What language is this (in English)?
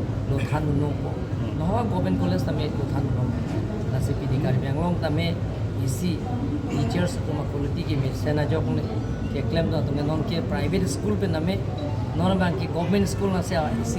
Karbi